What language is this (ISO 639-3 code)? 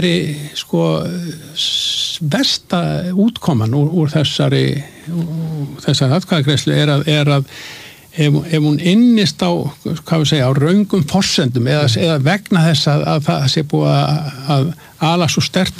isl